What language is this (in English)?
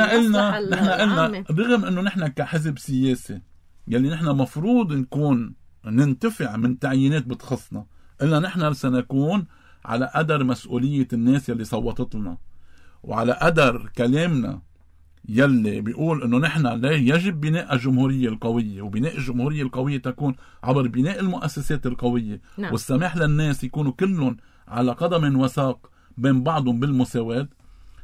North Levantine Arabic